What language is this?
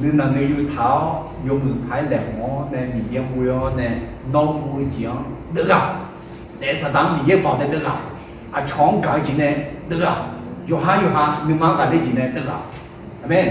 Akha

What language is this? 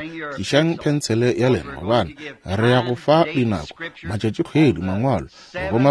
Northern Sotho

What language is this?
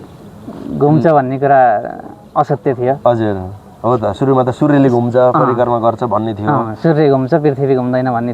Nepali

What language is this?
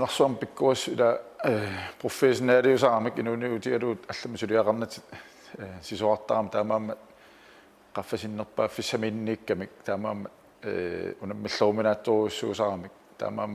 Kalaallisut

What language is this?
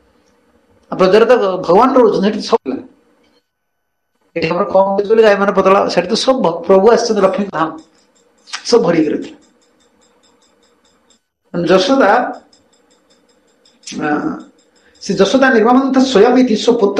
Odia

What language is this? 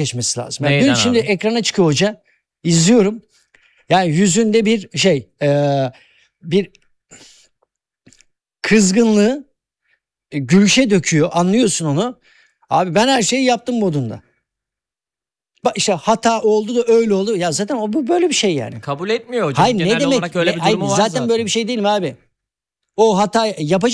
Turkish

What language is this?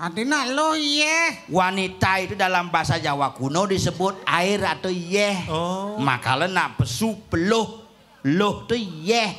Balinese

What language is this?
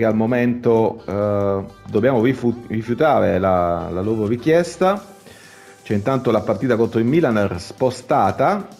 Italian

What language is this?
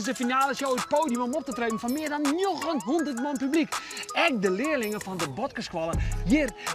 Western Frisian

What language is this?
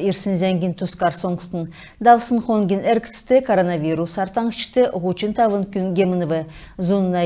Kalmyk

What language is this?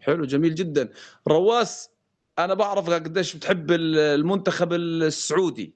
North Levantine Arabic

